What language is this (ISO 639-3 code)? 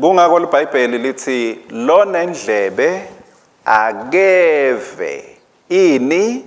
ssw